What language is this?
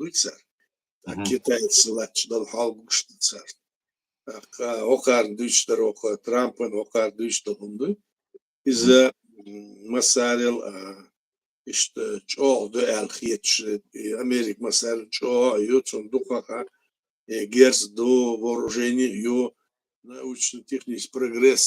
Chechen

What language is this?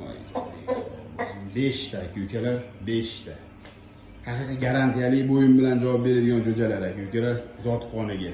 Uzbek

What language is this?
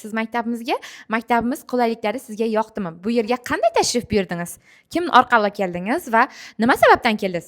Uzbek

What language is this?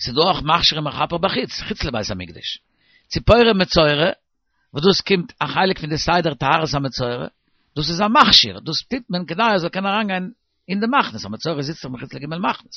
Yiddish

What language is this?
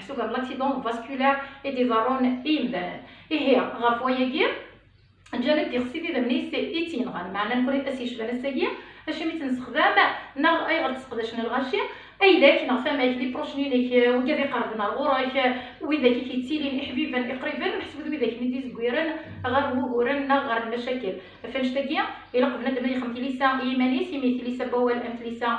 Kabyle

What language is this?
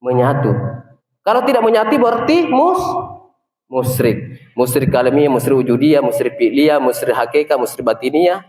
Makasar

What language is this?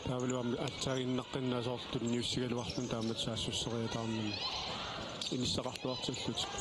Kalaallisut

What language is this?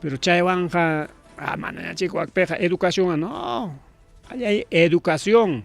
Ayacucho Quechua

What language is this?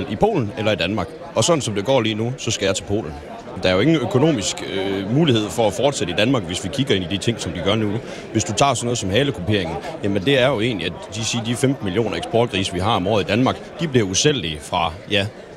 Danish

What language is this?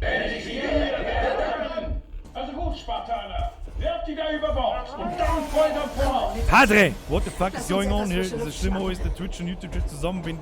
Bavarian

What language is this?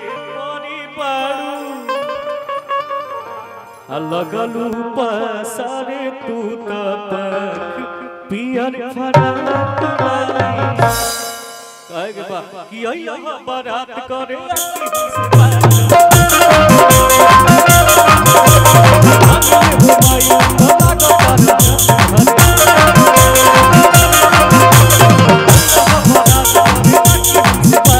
Bhojpuri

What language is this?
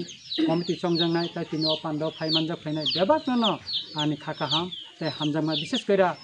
Kok Borok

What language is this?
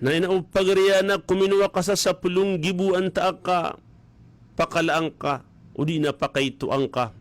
Maranao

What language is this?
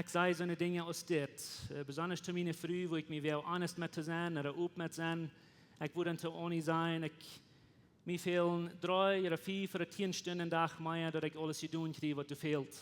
Plautdietsch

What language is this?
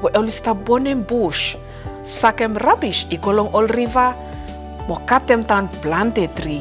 Bislama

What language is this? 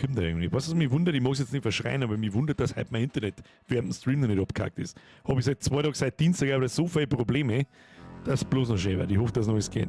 Bavarian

